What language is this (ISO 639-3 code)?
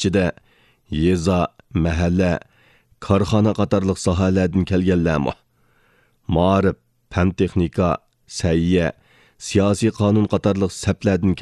uig